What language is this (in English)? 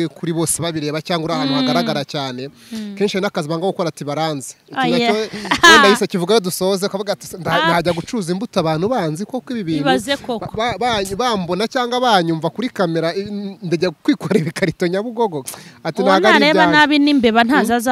Kinyarwanda